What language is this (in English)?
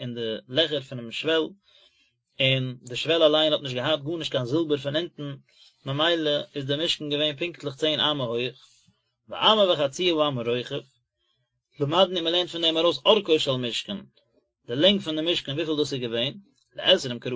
Yiddish